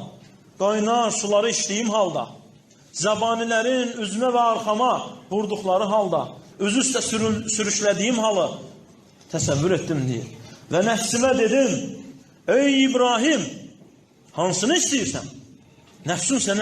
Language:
Azerbaijani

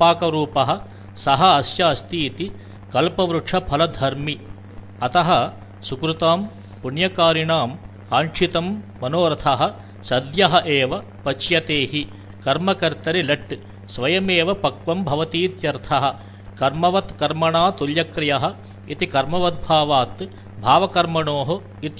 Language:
Sanskrit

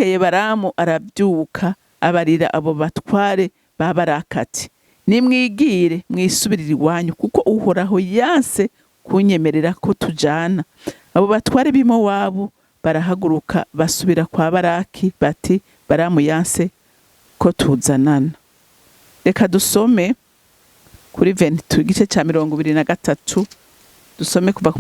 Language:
Rundi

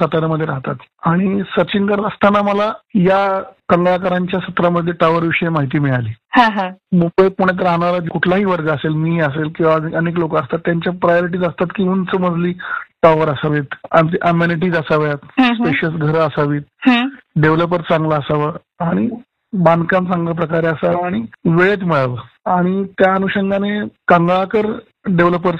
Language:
Marathi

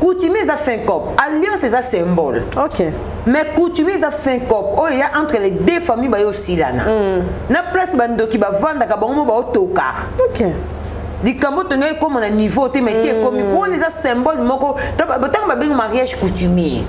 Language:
Lingala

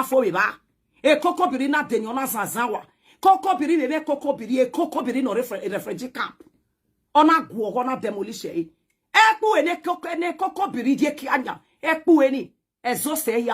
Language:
Nigerian Pidgin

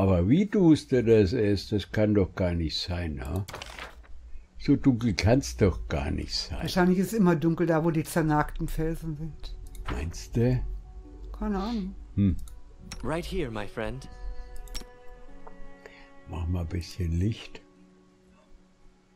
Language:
German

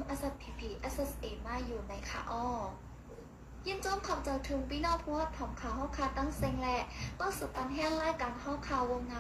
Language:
Shan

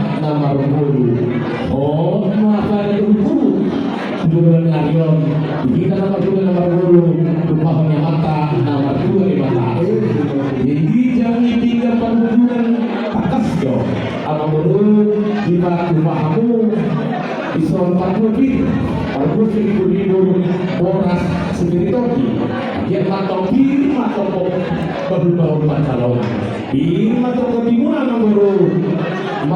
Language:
Batak Toba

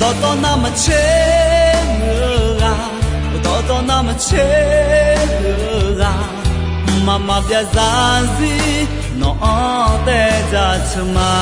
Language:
Akha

